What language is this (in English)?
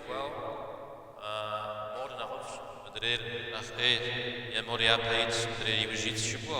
Kabardian